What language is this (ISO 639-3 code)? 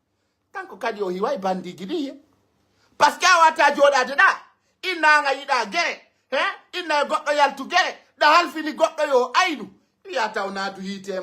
fuf